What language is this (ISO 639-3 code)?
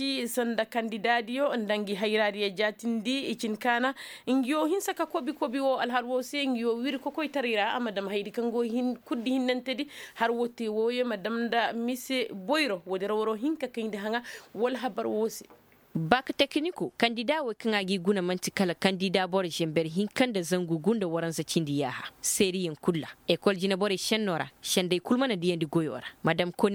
ses